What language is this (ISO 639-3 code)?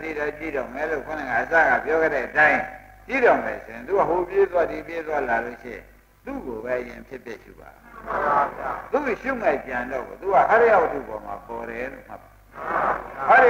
mya